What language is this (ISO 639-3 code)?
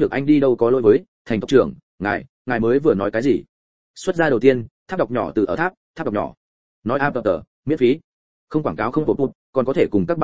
vie